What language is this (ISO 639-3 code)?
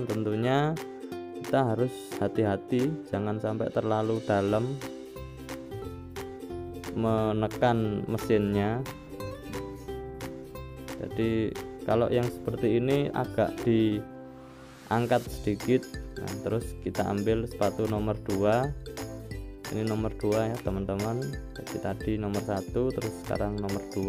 ind